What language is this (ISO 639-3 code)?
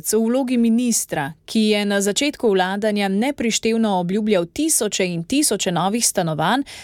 slv